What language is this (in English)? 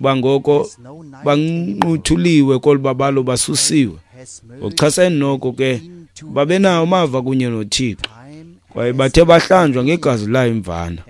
Xhosa